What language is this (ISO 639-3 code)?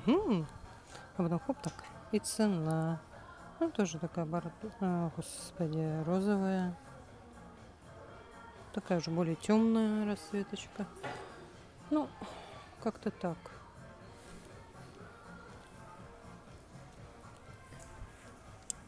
rus